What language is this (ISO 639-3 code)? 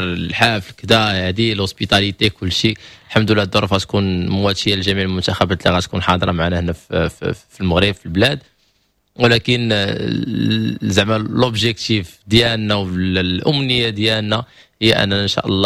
ary